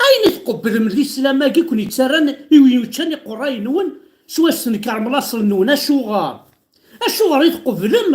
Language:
Kabyle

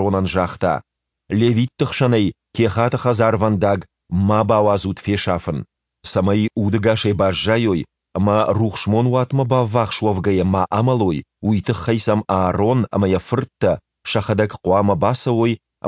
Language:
Ossetic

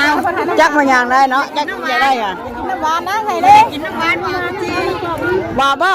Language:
Northeastern Thai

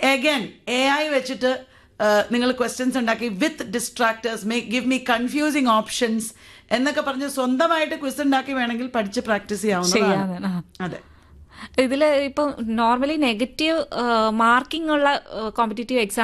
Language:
Malayalam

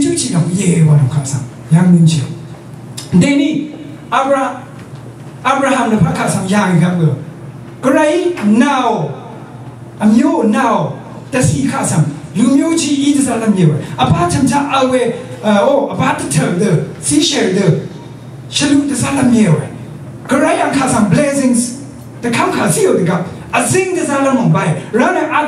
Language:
Rawang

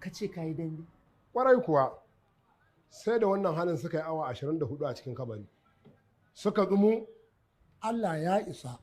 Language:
Hausa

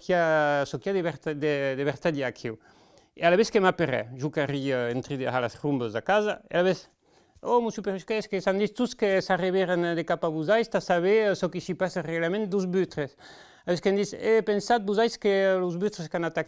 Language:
Occitan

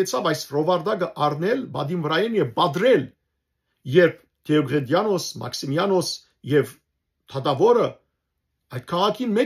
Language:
Western Armenian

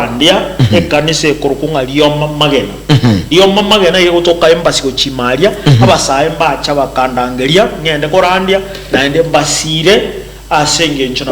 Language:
Gusii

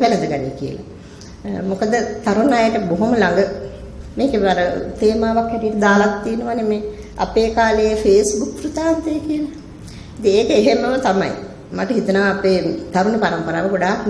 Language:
Sinhala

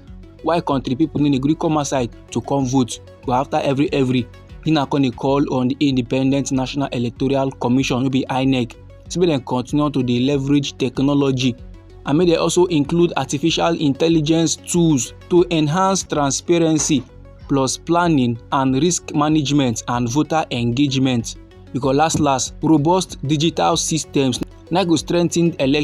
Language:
Nigerian Pidgin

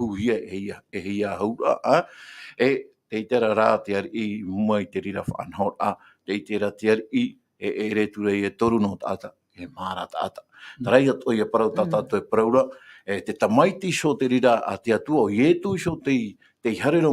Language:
Tahitian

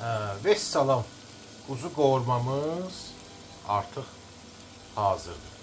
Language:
Azerbaijani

